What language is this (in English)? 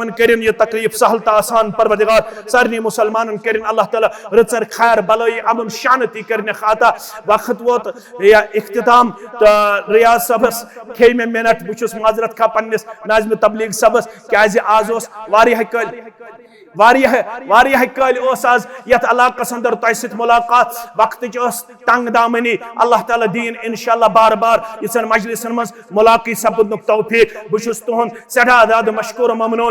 Kashmiri